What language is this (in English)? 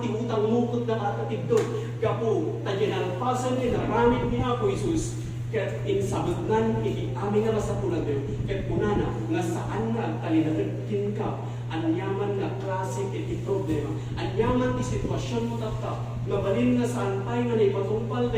Iloko